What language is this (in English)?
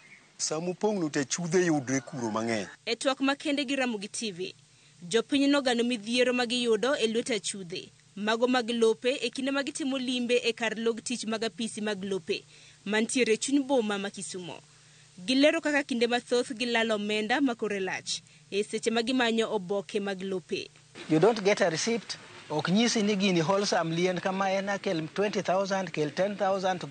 Luo (Kenya and Tanzania)